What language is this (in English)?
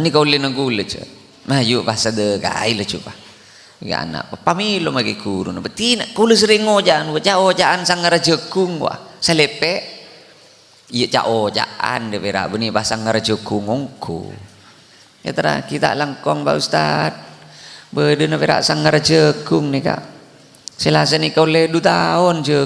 Madurese